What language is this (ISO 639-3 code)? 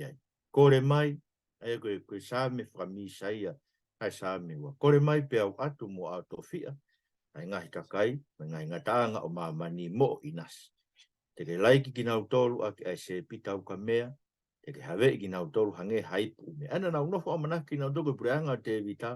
ton